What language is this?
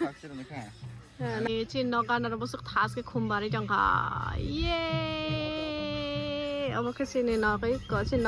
Kok Borok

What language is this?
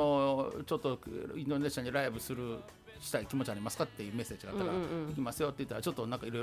Japanese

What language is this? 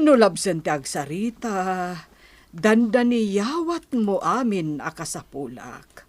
Iloko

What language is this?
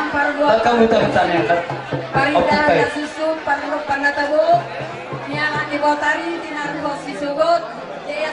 Batak Toba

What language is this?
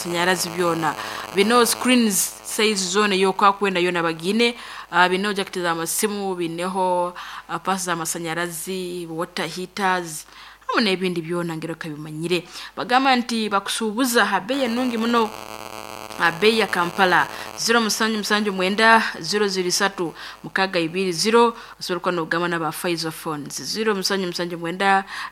Nyankole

